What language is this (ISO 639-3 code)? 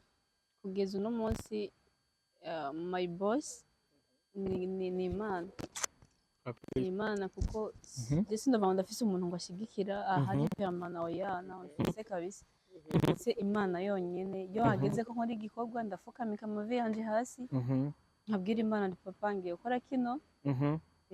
run